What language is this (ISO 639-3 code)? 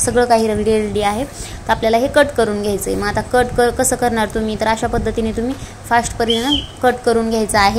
mar